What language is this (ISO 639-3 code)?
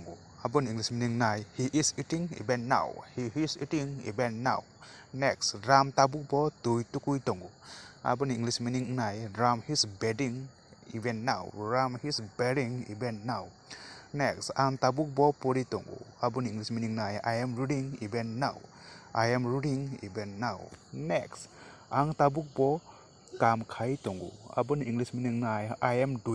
trp